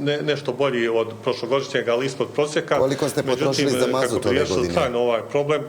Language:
Bosnian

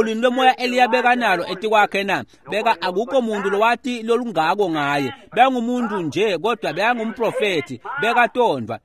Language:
Swati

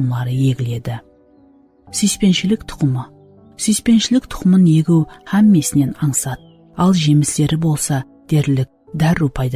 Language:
Kara-Kalpak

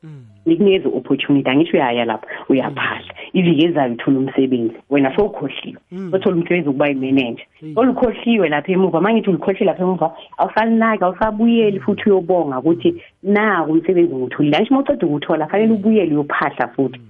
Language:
South Ndebele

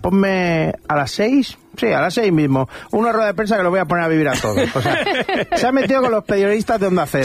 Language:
Spanish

